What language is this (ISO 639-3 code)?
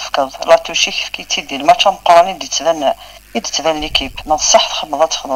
kab